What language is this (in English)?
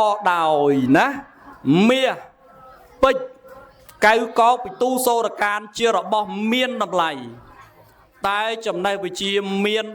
Khmer